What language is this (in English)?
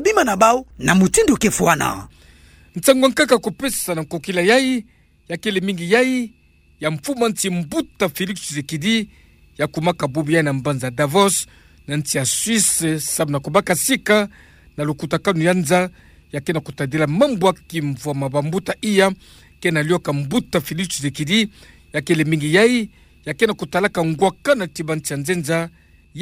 Kituba (Democratic Republic of Congo)